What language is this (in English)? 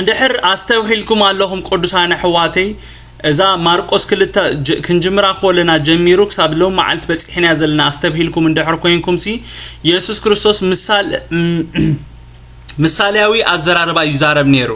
Tigrinya